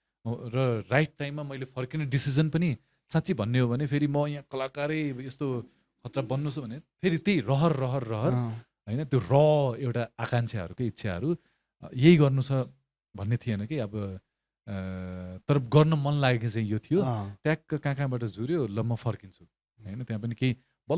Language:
Nepali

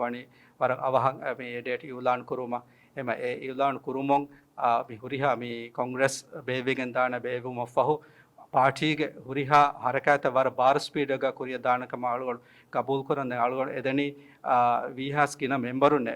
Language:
Divehi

